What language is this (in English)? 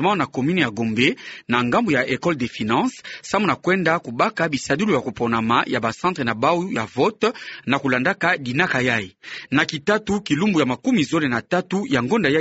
Kituba (Democratic Republic of Congo)